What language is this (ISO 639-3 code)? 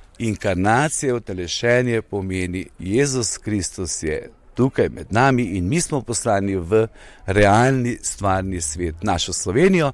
slv